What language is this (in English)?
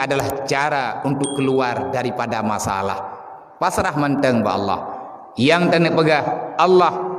Achinese